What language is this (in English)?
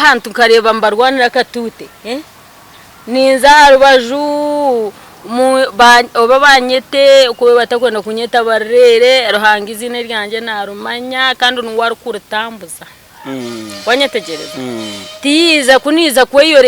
Nyankole